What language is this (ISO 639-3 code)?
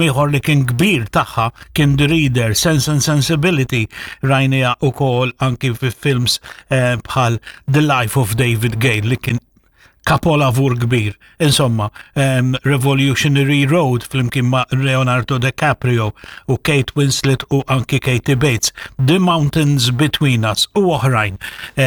mlt